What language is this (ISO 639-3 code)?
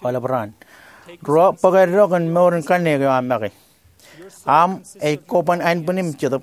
mah